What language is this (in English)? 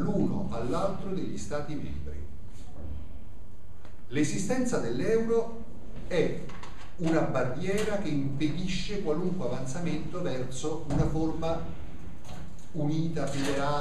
Italian